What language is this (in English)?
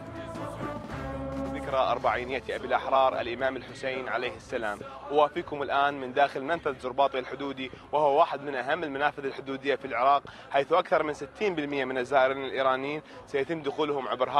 Arabic